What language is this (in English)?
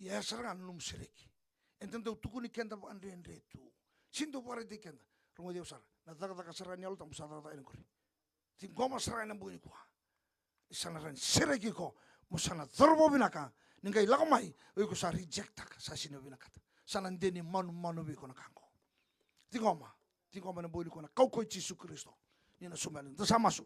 Fijian